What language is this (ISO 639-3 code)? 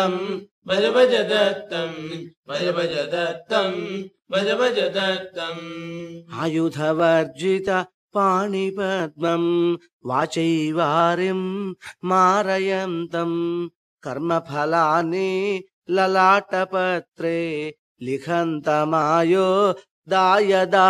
san